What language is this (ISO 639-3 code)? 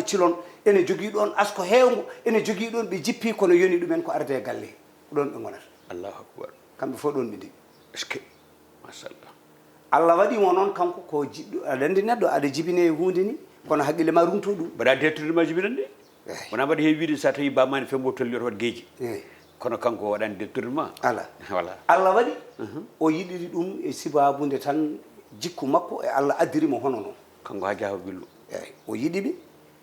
ful